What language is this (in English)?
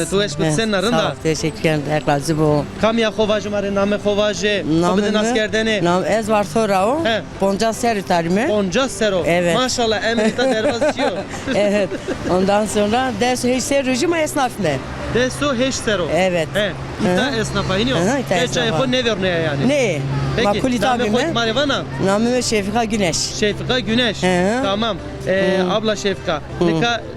Zaza